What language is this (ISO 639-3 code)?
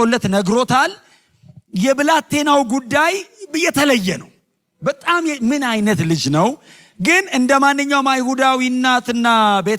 amh